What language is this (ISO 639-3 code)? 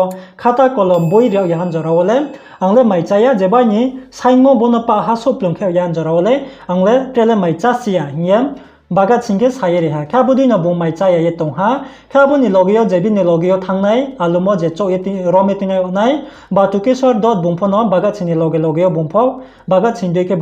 ria